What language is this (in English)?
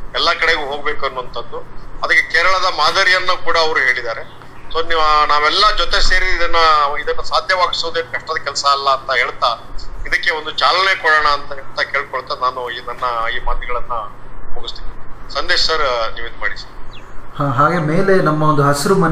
Kannada